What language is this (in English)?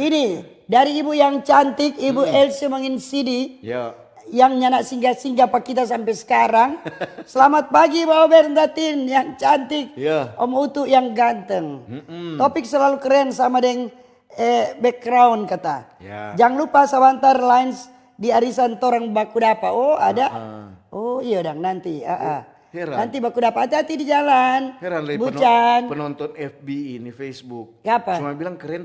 Manado Malay